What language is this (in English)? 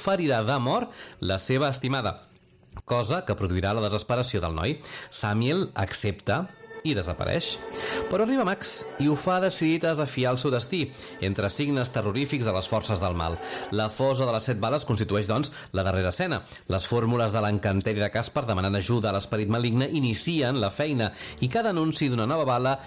Catalan